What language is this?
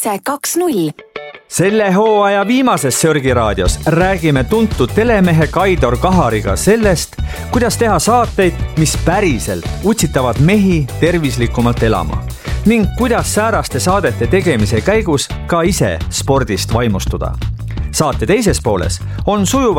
Estonian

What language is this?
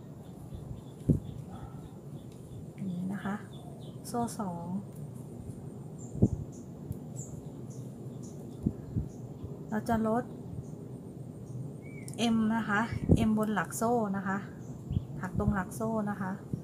Thai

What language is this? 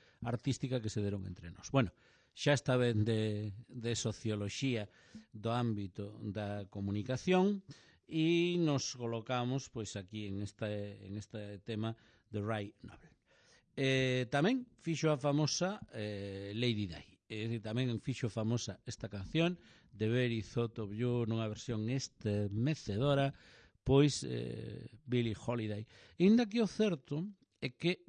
Galician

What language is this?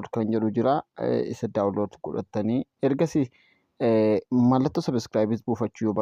Oromo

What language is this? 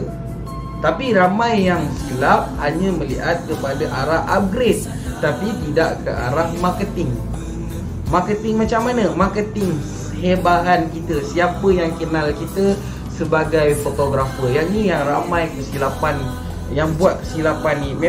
Malay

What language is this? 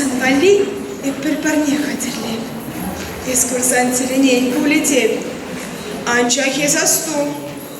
Chuvash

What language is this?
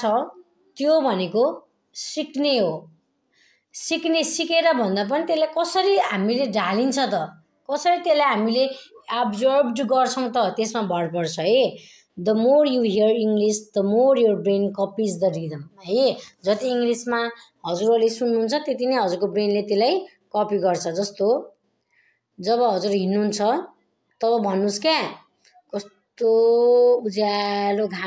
Nepali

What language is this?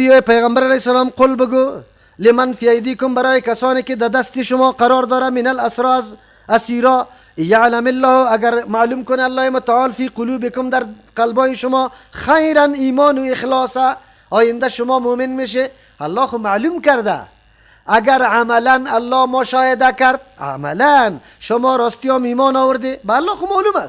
Persian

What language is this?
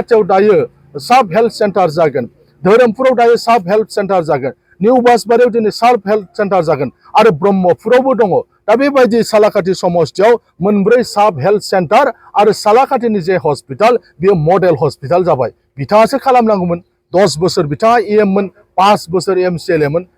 Bodo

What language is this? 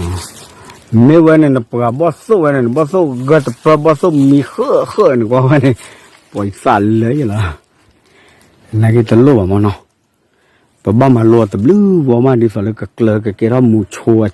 S'gaw Karen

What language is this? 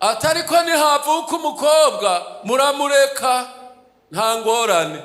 Rundi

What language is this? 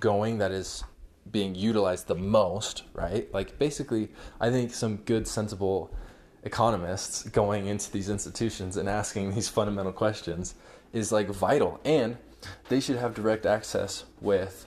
English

